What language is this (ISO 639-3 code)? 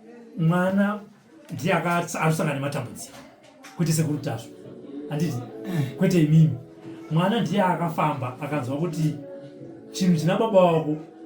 sna